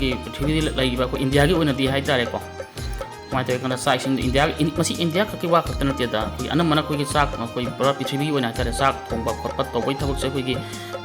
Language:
Manipuri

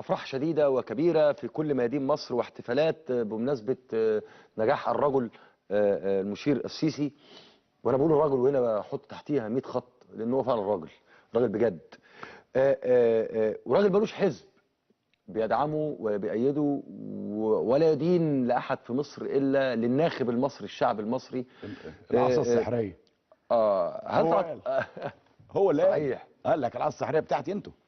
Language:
Egyptian Arabic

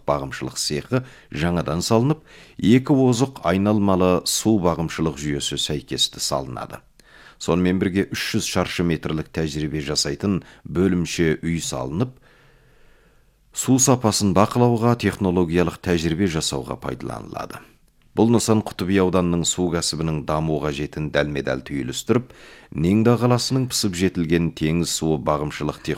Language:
Kazakh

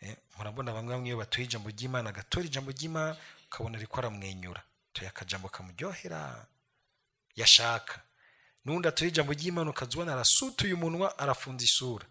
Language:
Rundi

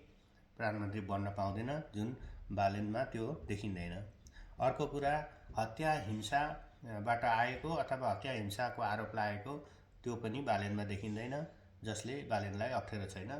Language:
Nepali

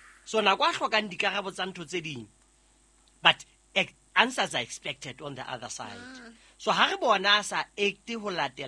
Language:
Southern Sotho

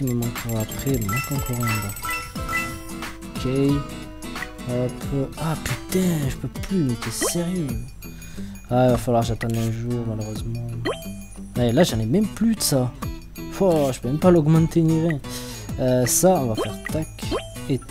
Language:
French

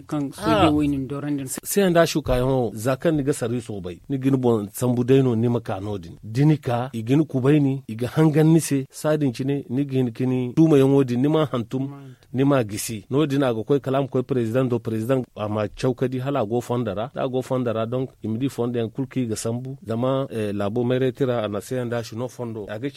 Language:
Zarma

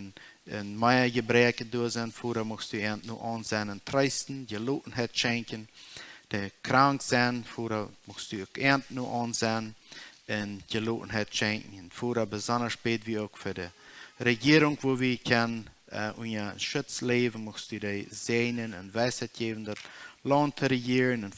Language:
Plautdietsch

